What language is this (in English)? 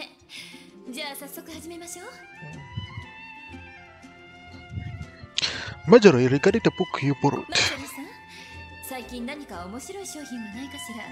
Japanese